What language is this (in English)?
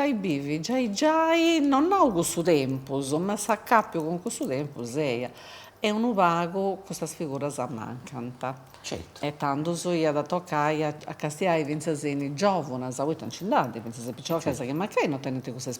Sardinian